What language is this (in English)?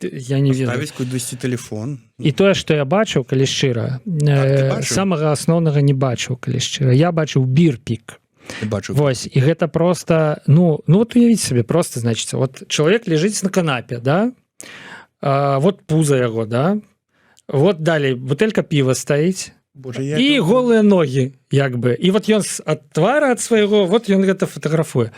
Belarusian